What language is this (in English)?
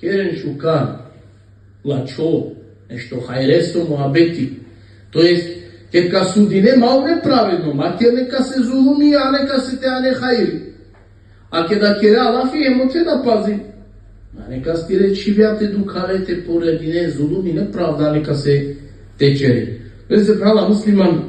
Balkan Romani